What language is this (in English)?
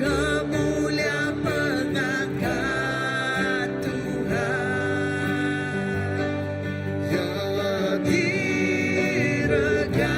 Iban